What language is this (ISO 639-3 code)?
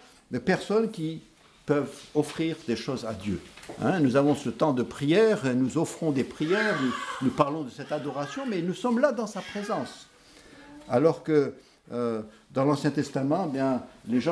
fra